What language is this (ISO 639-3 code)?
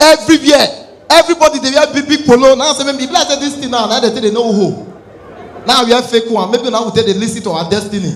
pcm